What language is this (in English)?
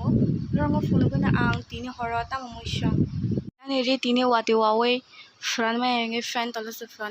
Kok Borok